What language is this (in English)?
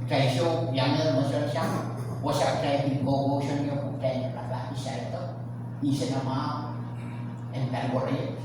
Pohnpeian